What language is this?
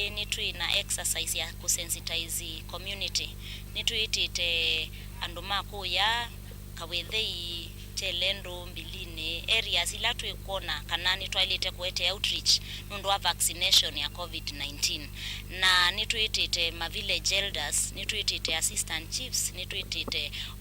Kamba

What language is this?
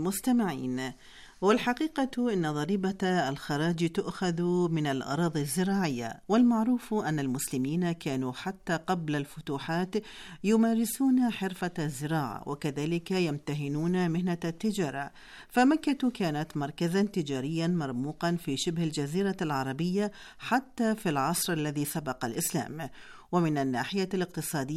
Arabic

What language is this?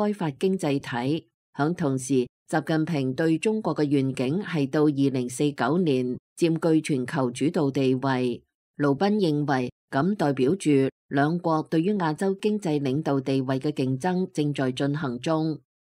Cantonese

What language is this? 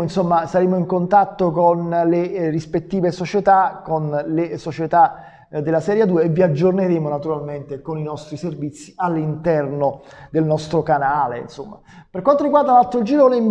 Italian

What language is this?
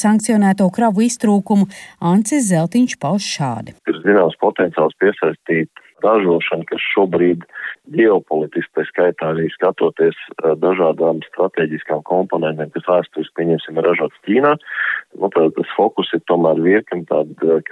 Latvian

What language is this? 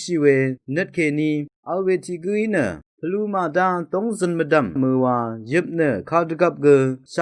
Rawang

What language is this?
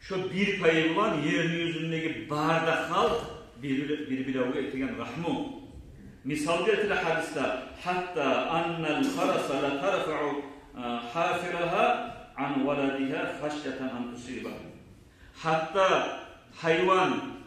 Kumyk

